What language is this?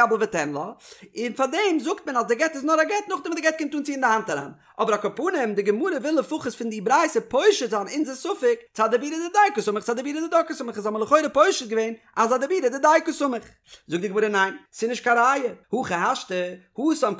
Yiddish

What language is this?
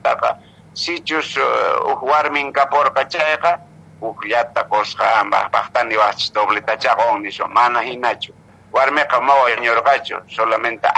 Quechua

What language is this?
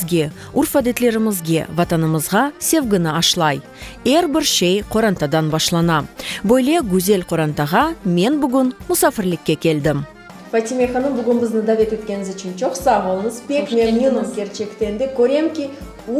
Crimean Tatar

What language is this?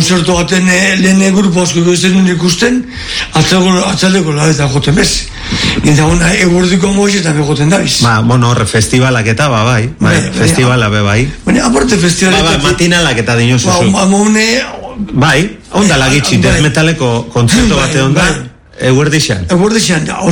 Basque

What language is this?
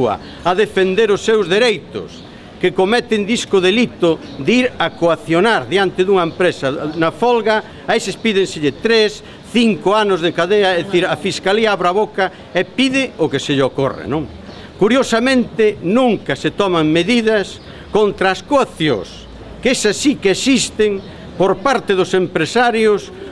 Galician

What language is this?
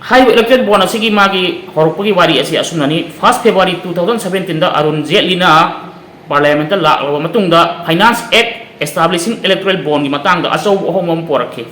Manipuri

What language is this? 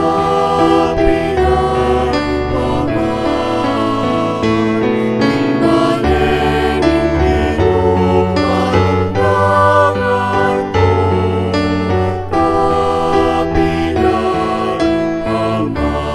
Pampanga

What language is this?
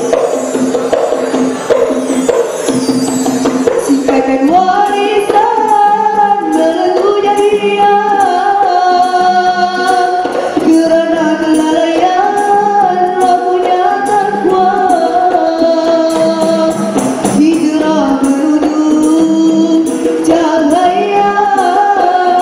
Malay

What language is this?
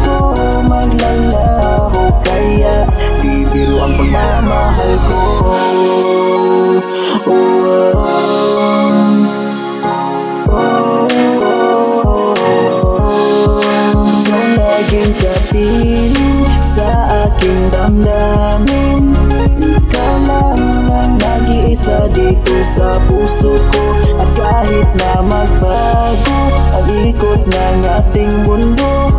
Filipino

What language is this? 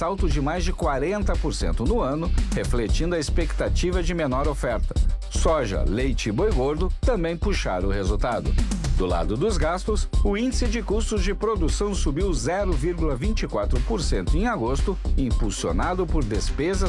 Portuguese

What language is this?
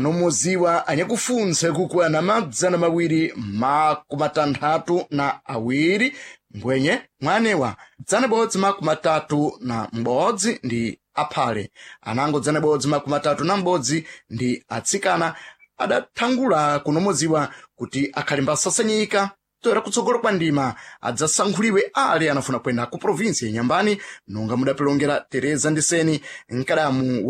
Sena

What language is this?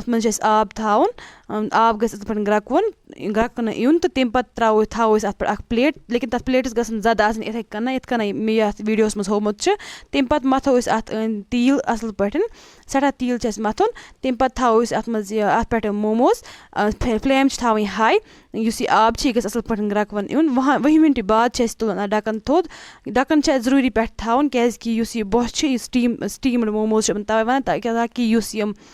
Kashmiri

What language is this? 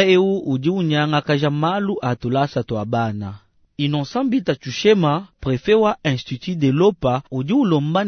Luba-Lulua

